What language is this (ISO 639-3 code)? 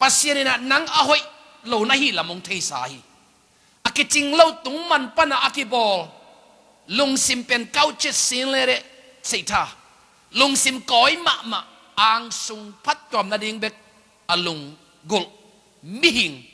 ctd